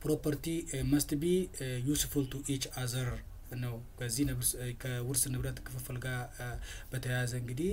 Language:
Amharic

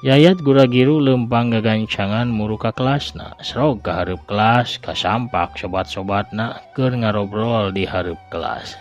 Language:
Sundanese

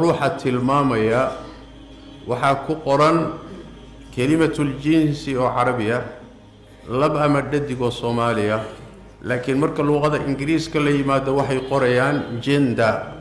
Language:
Somali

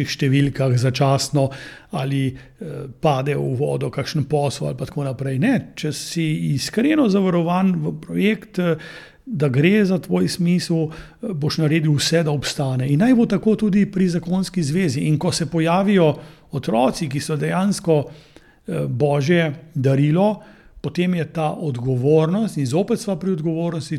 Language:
Slovenian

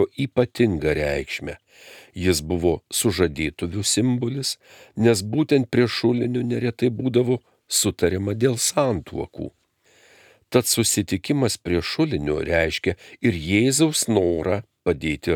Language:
Lithuanian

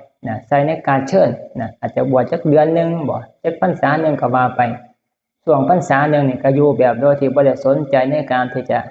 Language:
Northeastern Thai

